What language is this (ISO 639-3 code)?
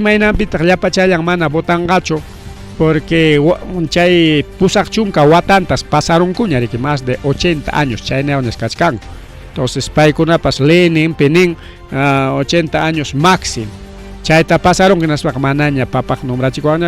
quy